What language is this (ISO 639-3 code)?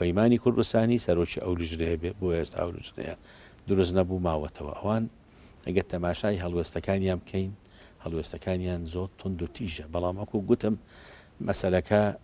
ckb